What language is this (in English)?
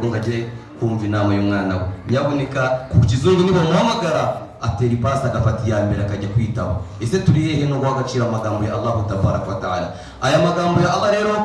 Kinyarwanda